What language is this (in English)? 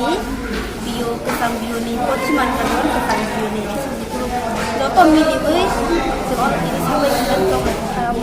Kok Borok